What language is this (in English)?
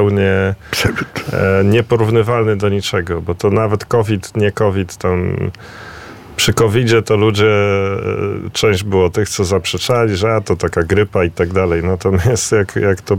Polish